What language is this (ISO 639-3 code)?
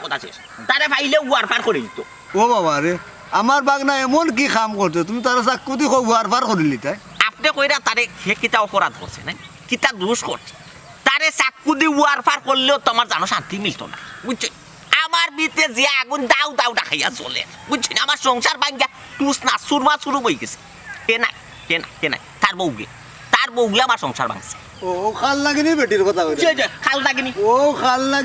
syl